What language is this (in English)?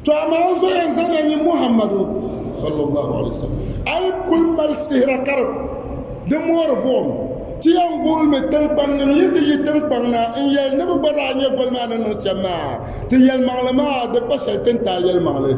Dagbani